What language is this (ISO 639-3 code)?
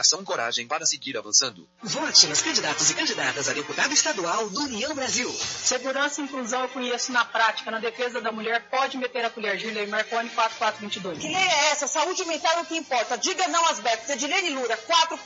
por